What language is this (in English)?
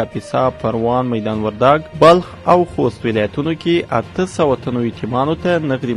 Pashto